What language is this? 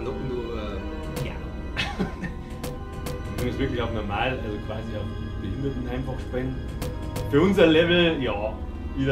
Bavarian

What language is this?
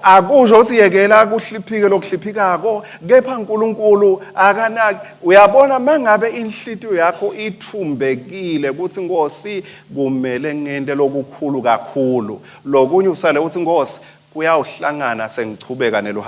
Swati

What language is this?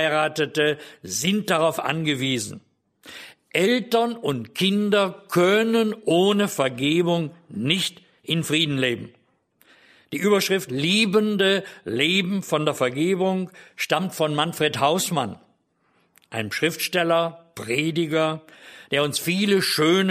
German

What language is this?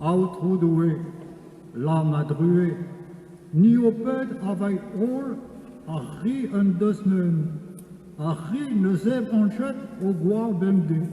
Breton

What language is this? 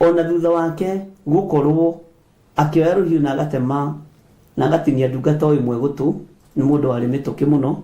Kikuyu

